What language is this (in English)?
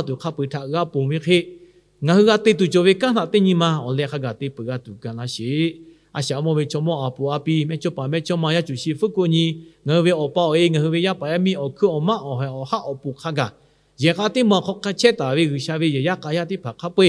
Lahu